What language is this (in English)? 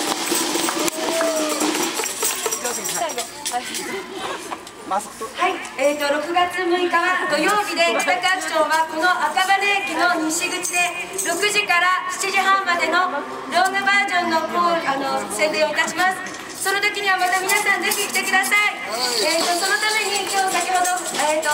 Japanese